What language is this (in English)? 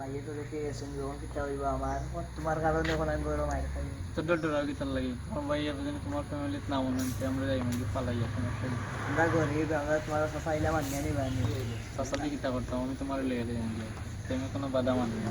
Sylheti